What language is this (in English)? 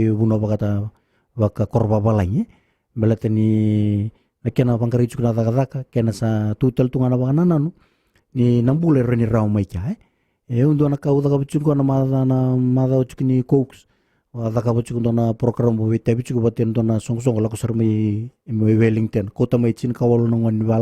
Fijian